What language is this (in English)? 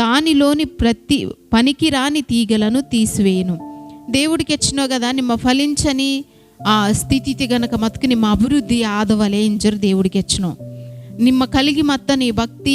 Koya